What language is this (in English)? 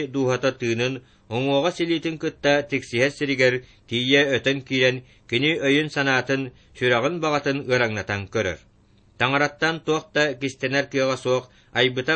Yakut